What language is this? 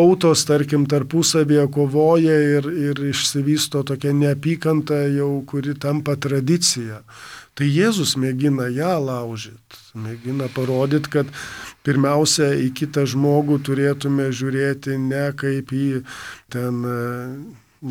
Lithuanian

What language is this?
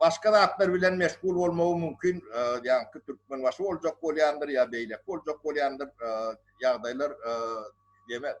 Turkmen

